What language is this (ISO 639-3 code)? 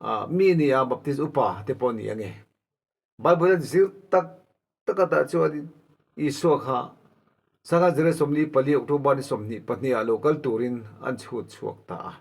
lus